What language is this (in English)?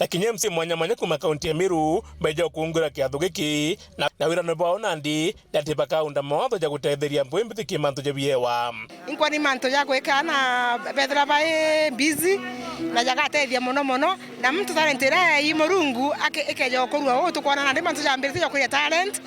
Meru